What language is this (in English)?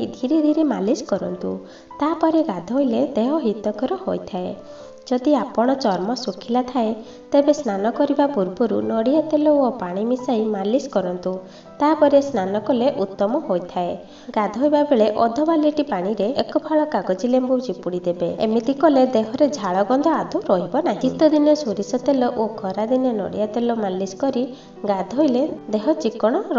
Odia